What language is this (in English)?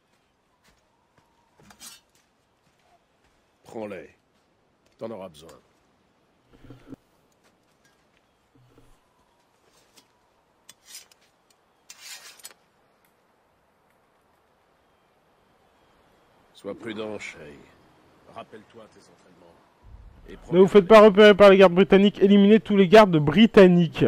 French